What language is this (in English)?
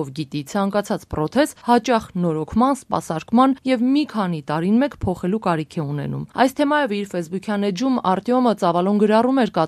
Armenian